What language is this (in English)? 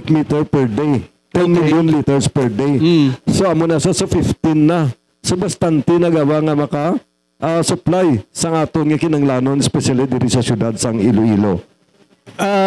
Hiligaynon